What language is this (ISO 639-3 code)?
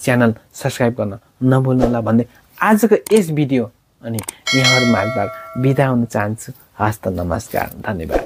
nep